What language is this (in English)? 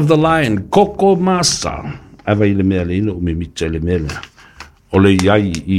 Samoan